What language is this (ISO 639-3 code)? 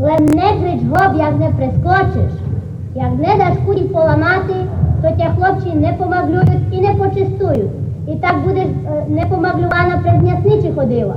rue